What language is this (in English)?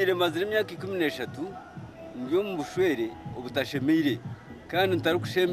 Nyankole